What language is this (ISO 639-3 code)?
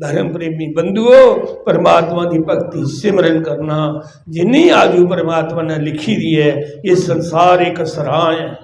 doi